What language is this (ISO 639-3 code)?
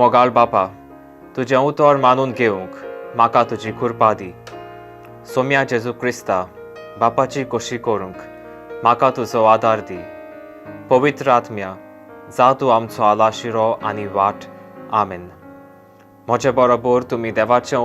kok